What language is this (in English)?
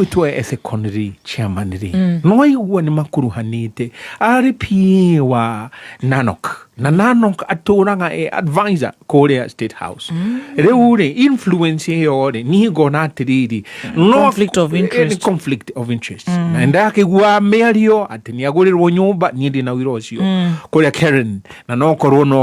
Kikuyu